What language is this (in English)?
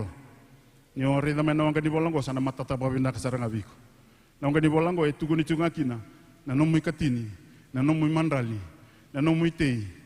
Fijian